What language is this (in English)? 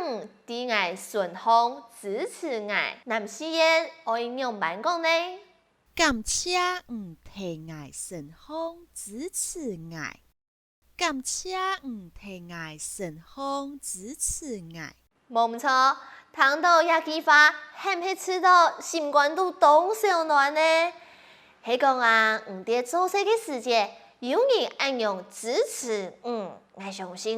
Hakka Chinese